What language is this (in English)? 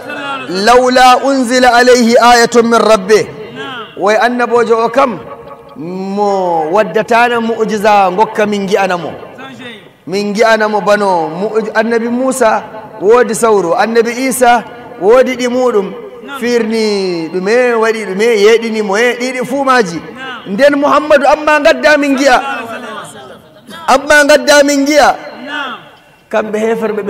Nigerian Fulfulde